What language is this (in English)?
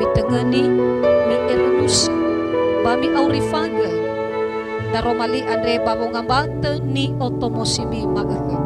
Nias